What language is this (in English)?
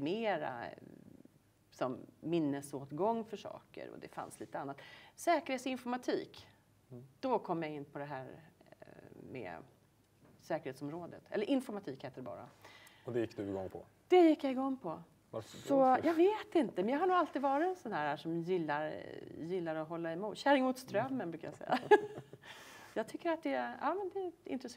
Swedish